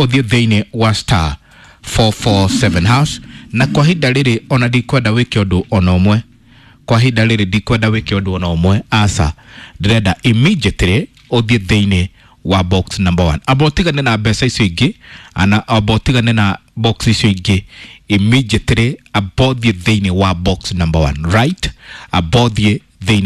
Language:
Kikuyu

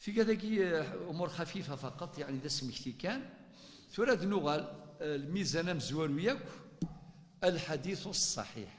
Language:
Kabyle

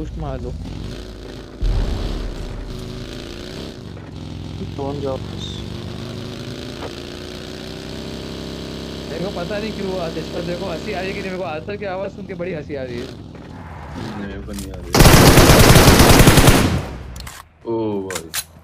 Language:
Hindi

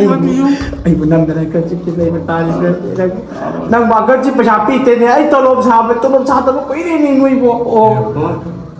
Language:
Manipuri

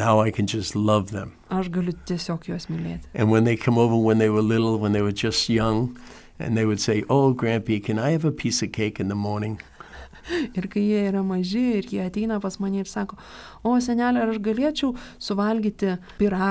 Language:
Lithuanian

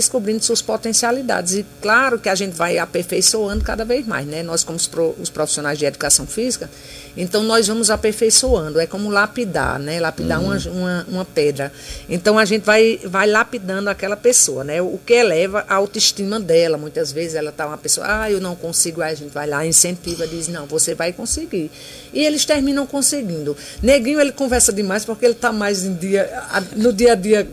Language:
Portuguese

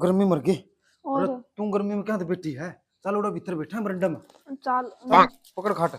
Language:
Haryanvi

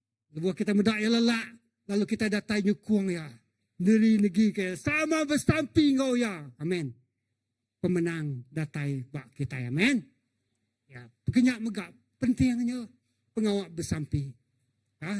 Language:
Iban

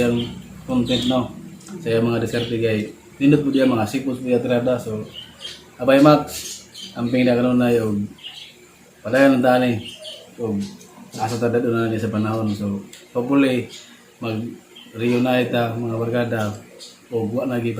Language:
Cebuano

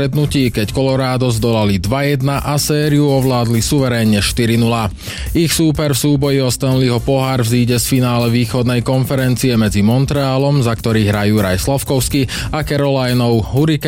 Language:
Slovak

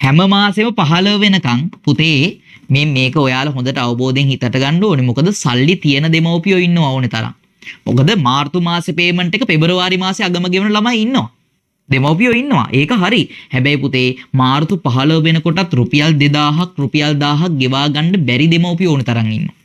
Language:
Sinhala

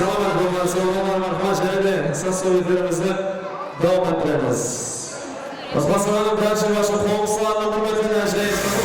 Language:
Kara-Kalpak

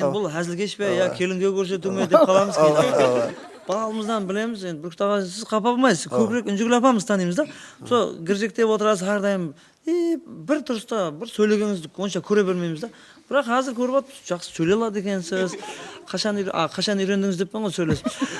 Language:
Kara-Kalpak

